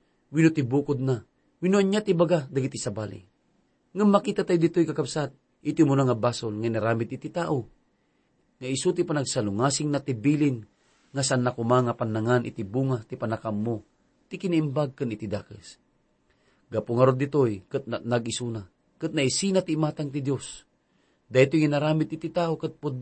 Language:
Iloko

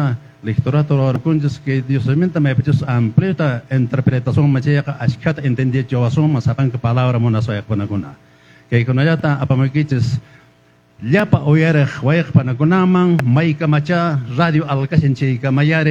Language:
Quechua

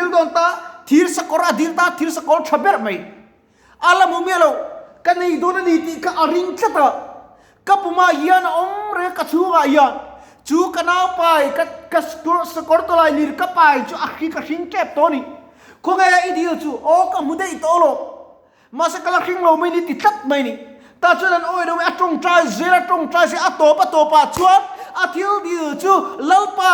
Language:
Mizo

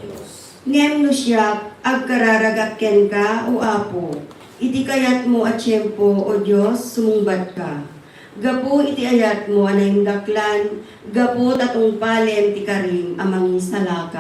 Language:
Iloko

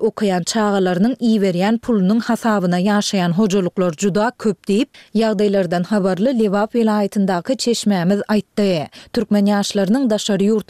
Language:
Turkmen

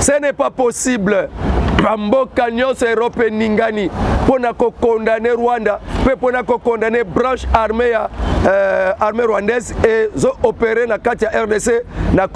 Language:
Lingala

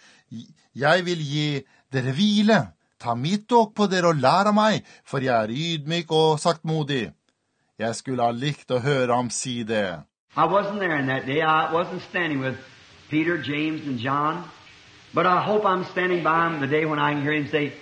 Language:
Norwegian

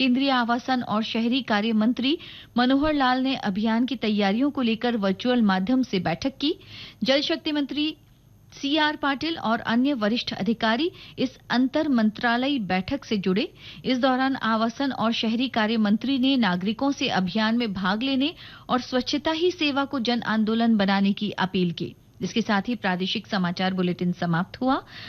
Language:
Hindi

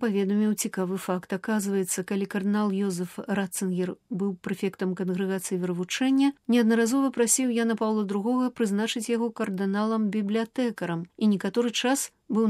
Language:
Belarusian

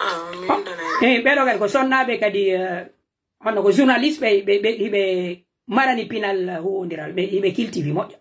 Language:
Pular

